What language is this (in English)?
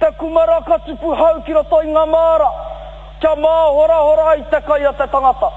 Māori